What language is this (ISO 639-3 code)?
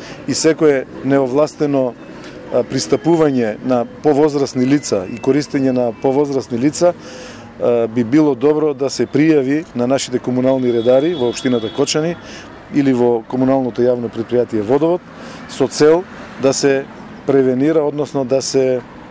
mkd